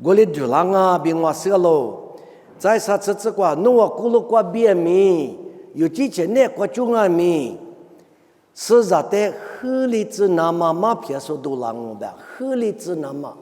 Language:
Lisu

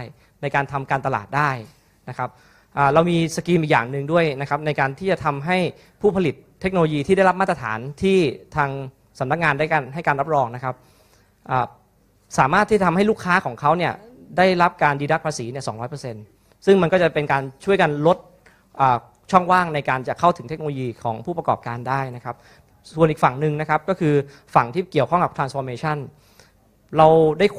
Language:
Thai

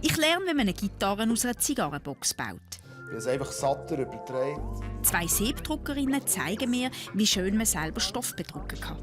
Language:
Swiss German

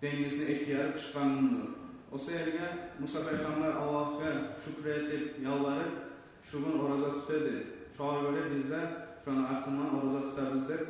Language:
Kumyk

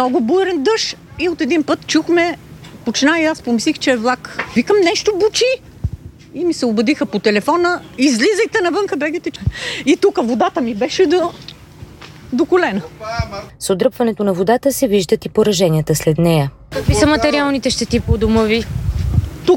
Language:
Bulgarian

